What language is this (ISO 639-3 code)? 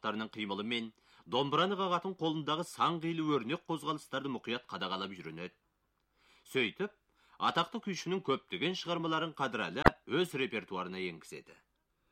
kaz